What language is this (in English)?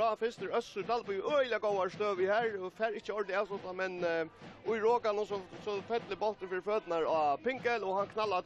Faroese